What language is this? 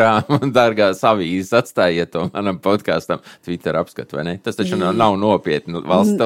Latvian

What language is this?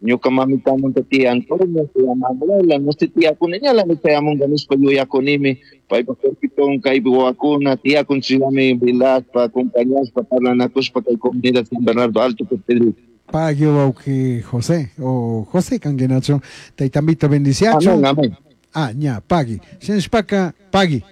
Chimborazo Highland Quichua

